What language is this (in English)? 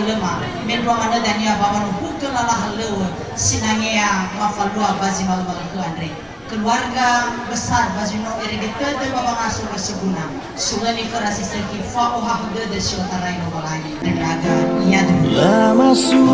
Nias